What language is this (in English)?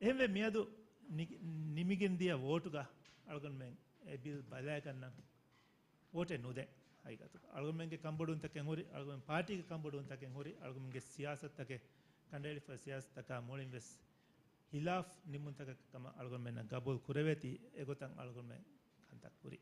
Divehi